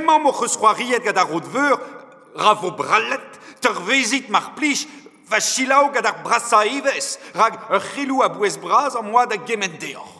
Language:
Breton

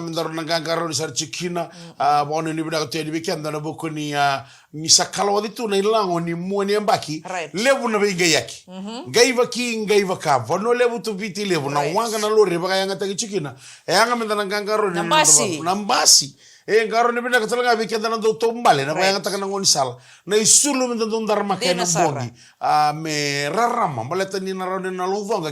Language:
Fijian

